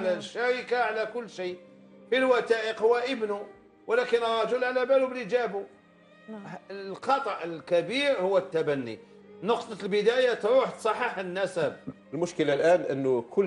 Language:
Algerian Arabic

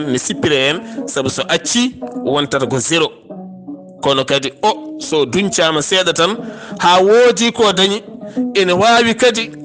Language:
Fula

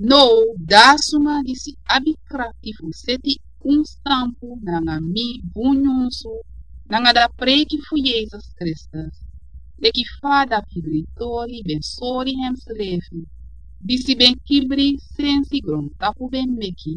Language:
Sranan Tongo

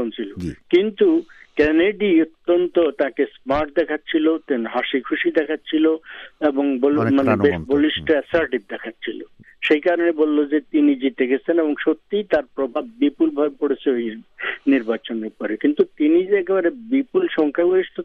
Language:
Bangla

